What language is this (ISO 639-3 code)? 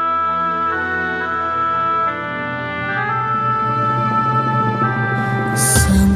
kaz